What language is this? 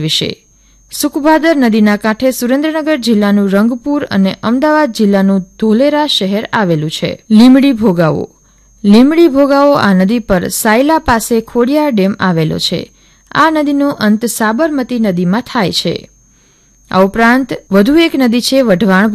Gujarati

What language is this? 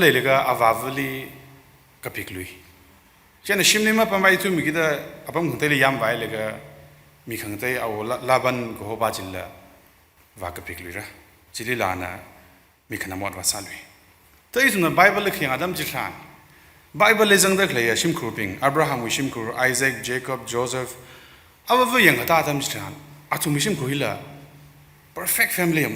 Tangkhul Naga (India)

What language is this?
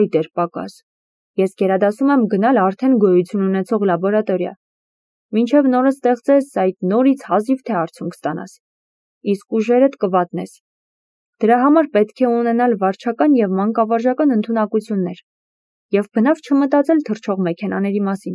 Armenian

